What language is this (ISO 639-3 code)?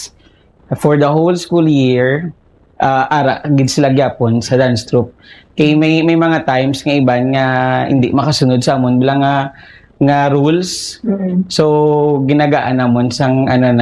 hil